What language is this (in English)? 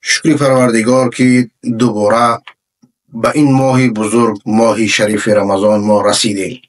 Persian